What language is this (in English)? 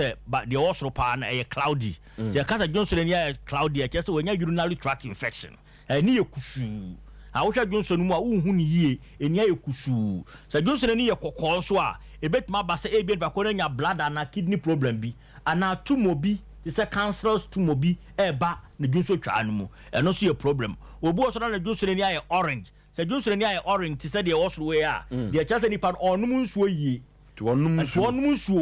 Akan